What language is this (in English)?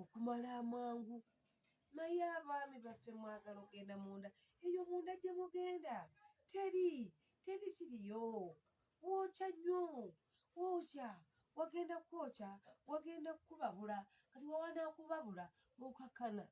Ganda